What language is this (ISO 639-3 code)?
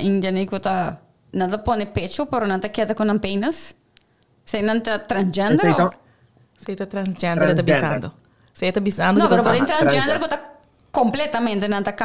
pap